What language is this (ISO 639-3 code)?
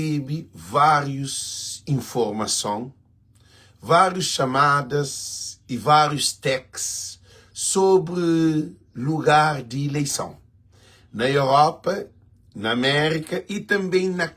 kea